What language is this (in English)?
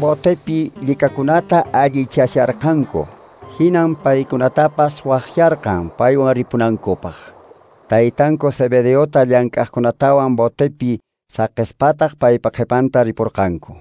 Quechua